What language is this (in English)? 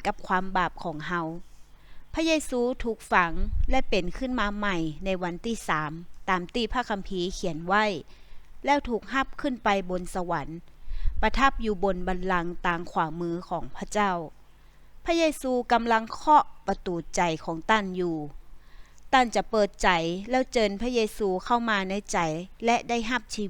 Northern Thai